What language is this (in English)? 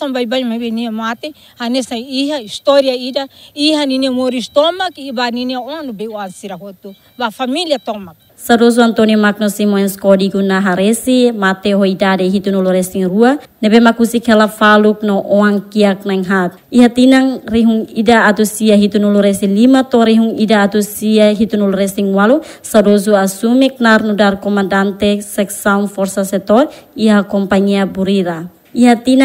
Tetum